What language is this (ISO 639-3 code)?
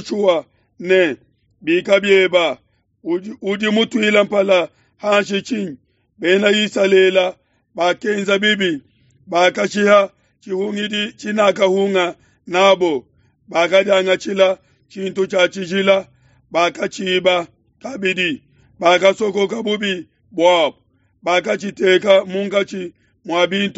lua